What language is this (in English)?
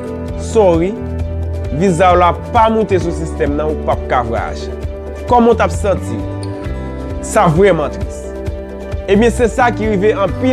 Haitian Creole